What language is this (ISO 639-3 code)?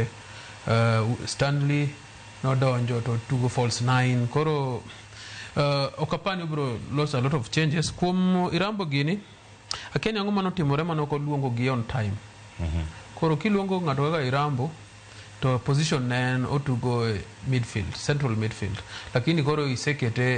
luo